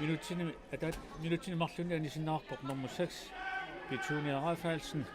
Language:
Kalaallisut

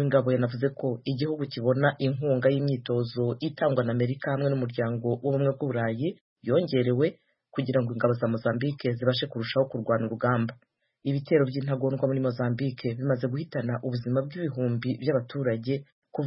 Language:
Kinyarwanda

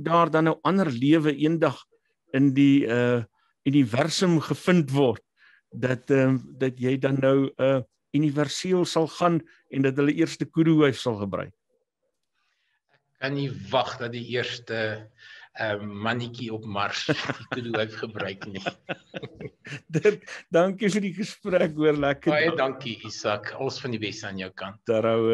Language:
Afrikaans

